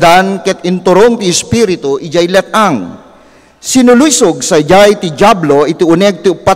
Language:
Iloko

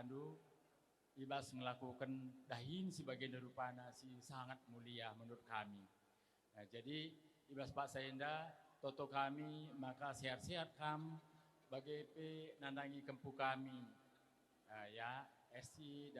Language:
Batak Karo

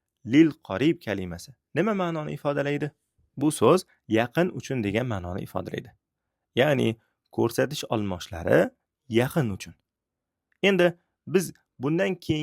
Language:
Uzbek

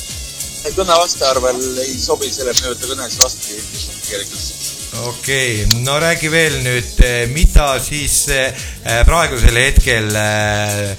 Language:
Estonian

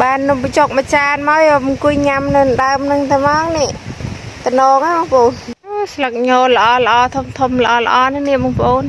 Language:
Khmer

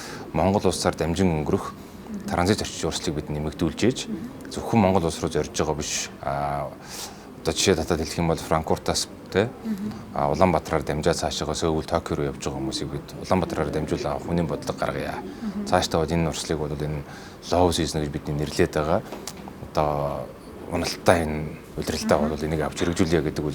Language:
Mongolian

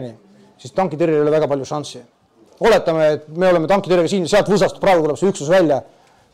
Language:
Estonian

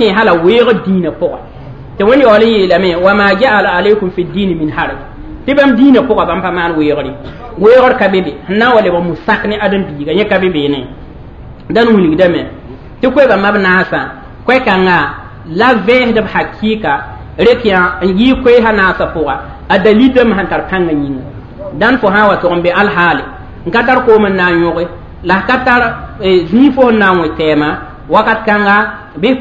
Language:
Mossi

